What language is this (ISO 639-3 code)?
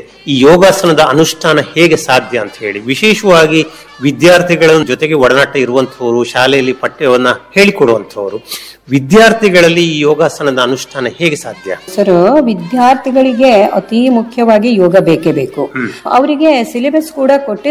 kan